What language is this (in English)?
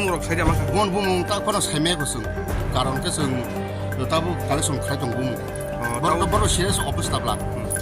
Kok Borok